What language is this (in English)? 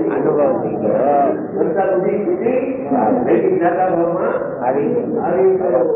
Gujarati